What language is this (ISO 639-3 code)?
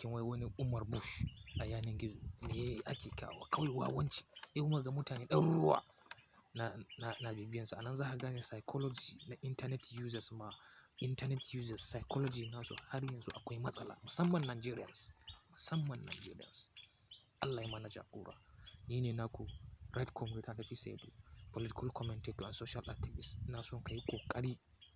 hau